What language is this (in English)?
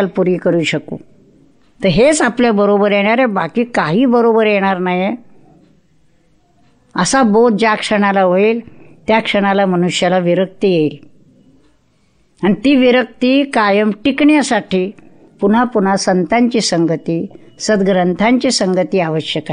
Marathi